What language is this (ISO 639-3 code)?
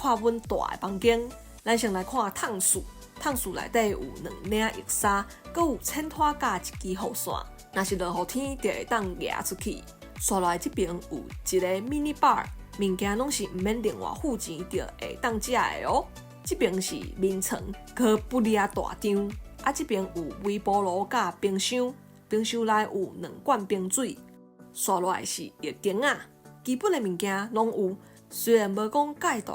nan